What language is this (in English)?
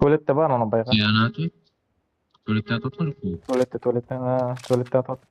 Kara-Kalpak